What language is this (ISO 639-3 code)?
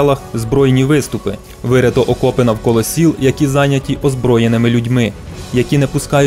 ukr